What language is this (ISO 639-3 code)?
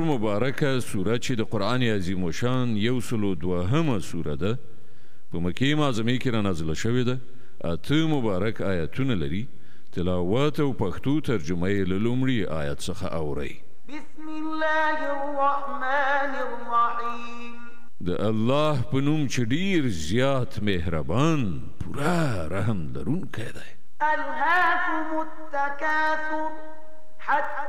pus